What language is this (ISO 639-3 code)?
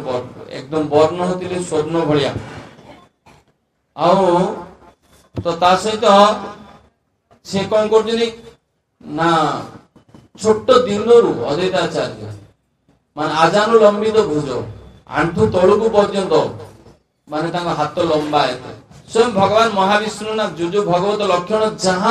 ori